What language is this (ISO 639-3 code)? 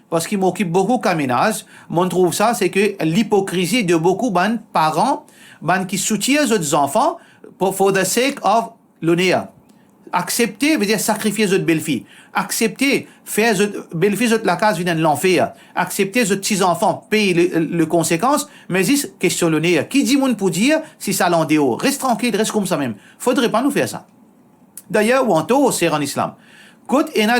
mfe